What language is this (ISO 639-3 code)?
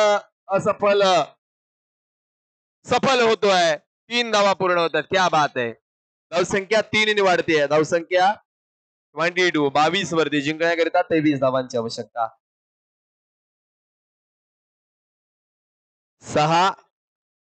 mar